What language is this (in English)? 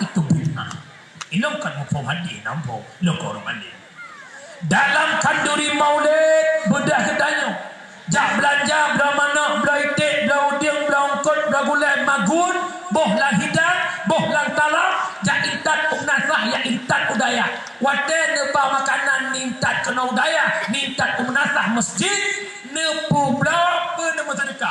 Achinese